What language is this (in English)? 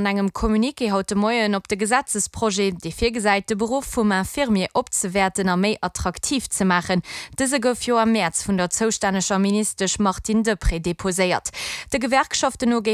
Luxembourgish